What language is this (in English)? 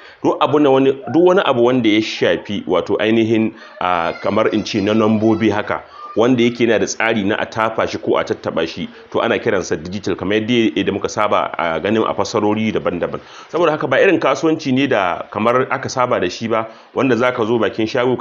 Hausa